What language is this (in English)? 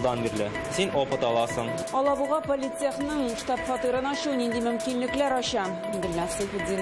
Tatar